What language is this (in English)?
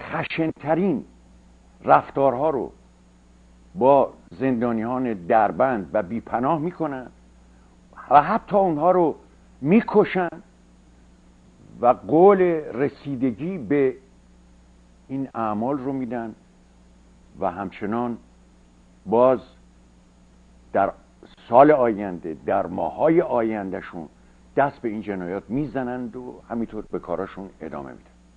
Persian